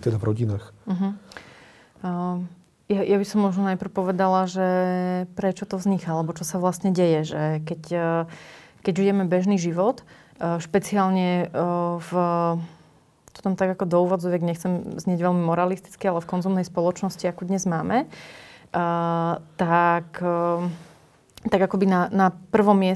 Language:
Slovak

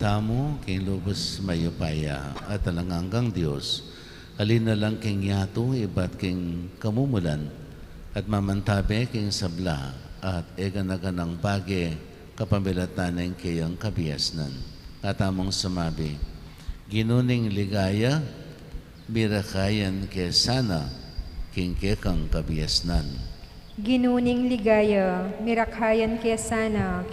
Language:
Pampanga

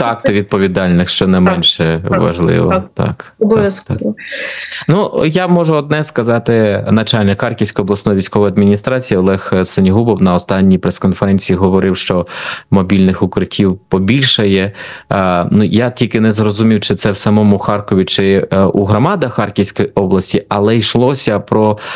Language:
Ukrainian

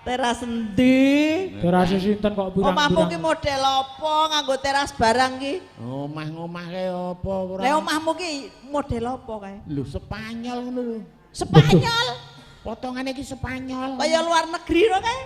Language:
Javanese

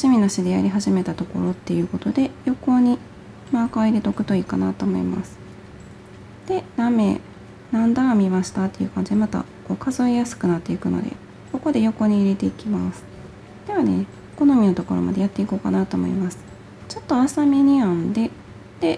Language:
Japanese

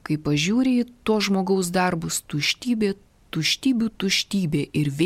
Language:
Lithuanian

